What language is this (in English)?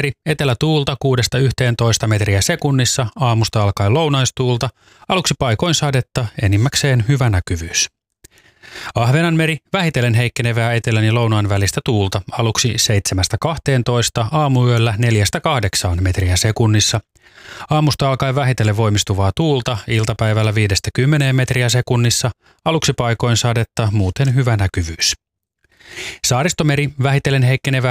Finnish